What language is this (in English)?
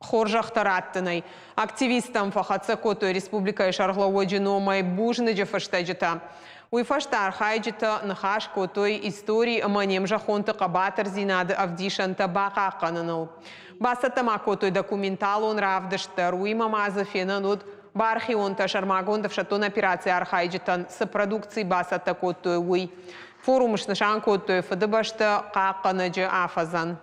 Ossetic